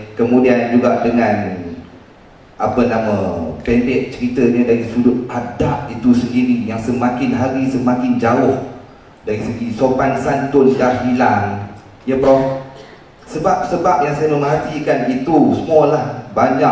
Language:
Malay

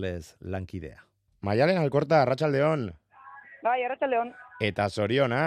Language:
Basque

